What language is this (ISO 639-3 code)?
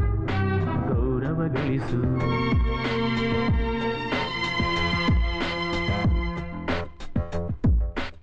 kan